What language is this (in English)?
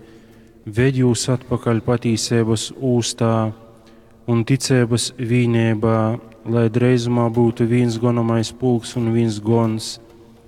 Latgalian